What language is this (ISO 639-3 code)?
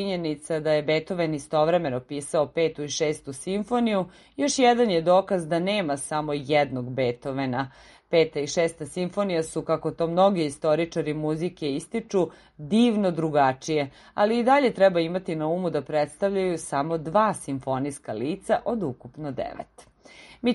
srp